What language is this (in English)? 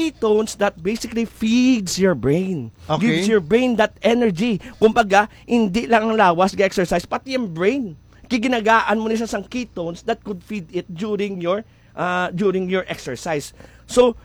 Hiligaynon